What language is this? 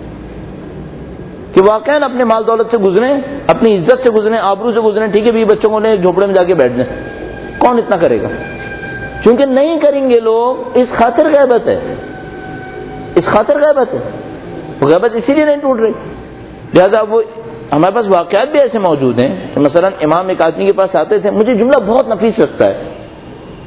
Urdu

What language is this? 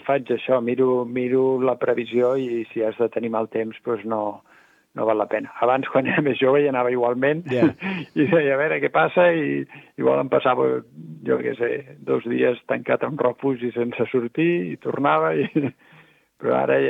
Catalan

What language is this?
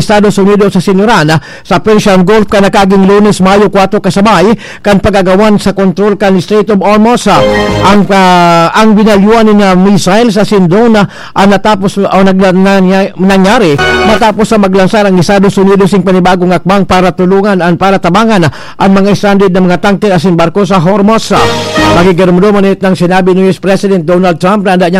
Bikol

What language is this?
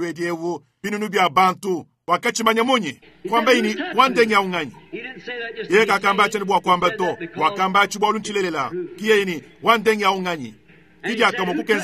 Luba-Lulua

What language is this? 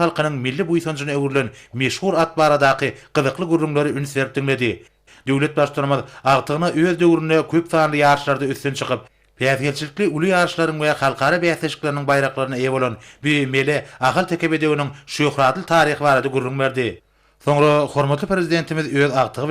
Turkmen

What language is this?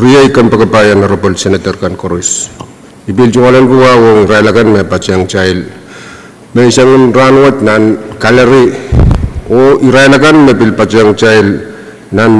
Pohnpeian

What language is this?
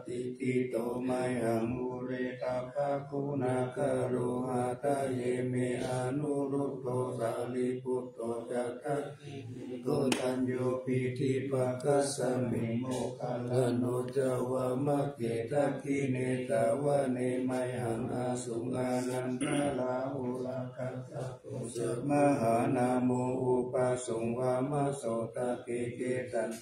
Pali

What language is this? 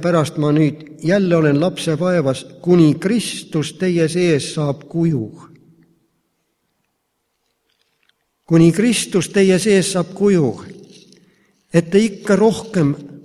Estonian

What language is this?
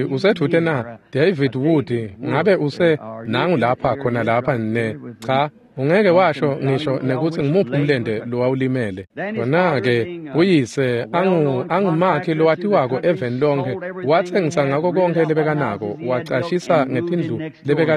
Swati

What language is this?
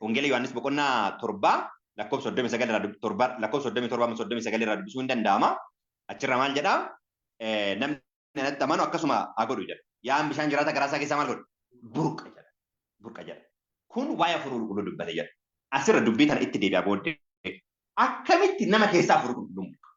Oromo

